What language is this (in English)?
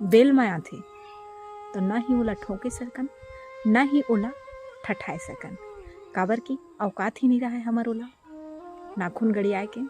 Chhattisgarhi